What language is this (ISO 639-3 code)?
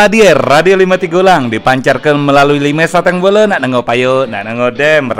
mui